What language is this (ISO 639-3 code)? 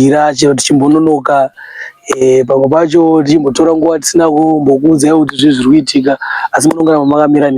sna